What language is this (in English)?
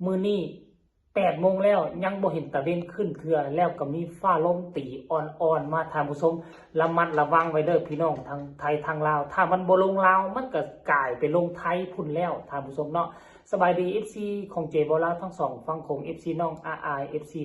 Northeastern Thai